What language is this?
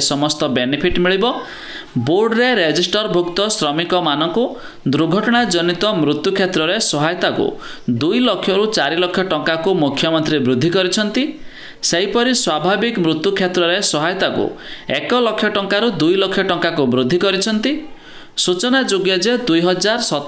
Odia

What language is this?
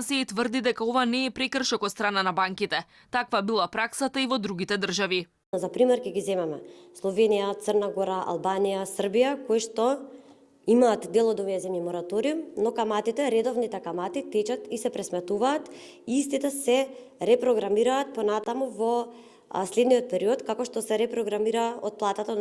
Macedonian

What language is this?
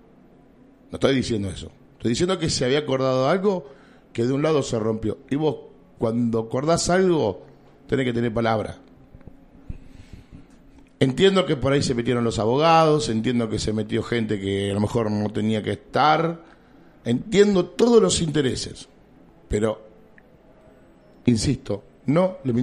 Spanish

